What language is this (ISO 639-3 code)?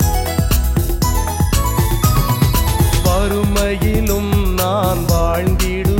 tam